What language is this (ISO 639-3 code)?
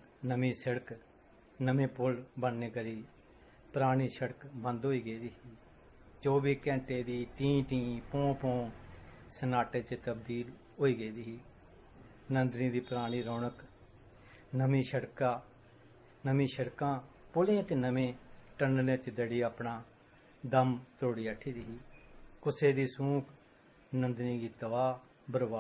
doi